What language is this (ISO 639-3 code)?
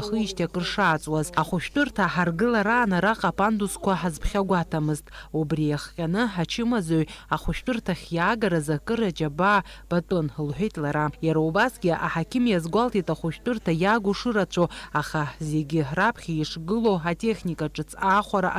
abk